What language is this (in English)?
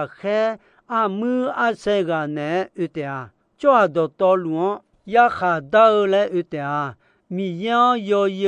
Akha